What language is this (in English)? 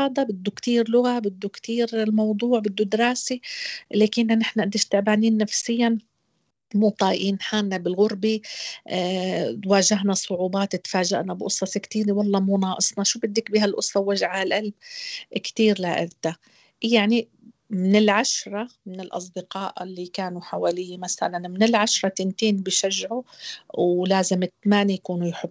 North Levantine Arabic